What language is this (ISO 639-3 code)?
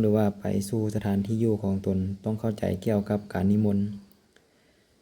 lao